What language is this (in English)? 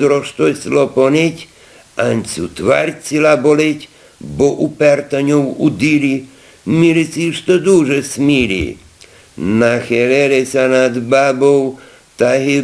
Rusyn